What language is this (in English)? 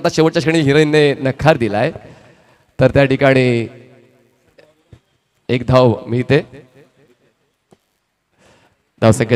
Marathi